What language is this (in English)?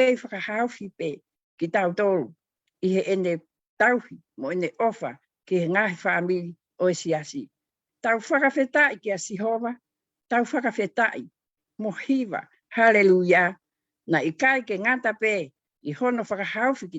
Tongan